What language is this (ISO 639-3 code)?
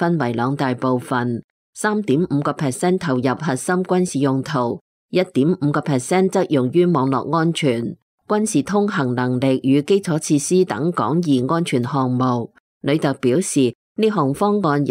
yue